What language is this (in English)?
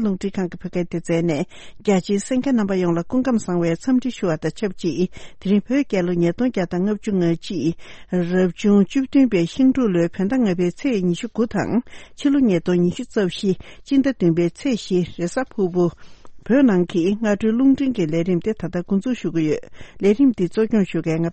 Tibetan